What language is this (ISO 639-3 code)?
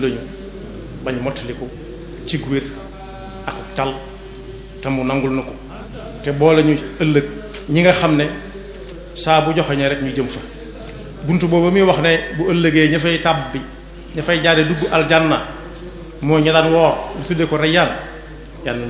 wol